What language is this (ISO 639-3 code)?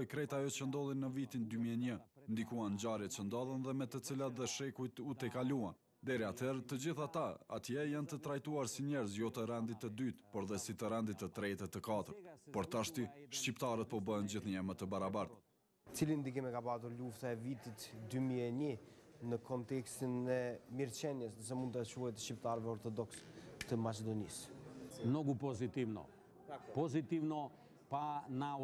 sqi